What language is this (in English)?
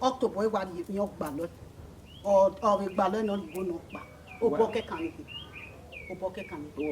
Bini